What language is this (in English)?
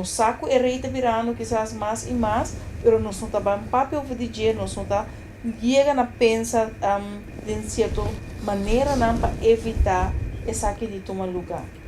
Papiamento